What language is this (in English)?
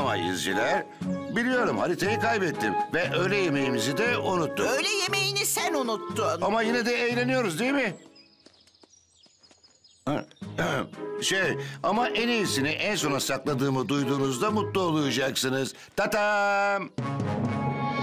Turkish